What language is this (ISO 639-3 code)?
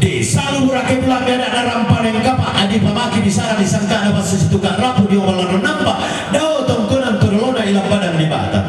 sda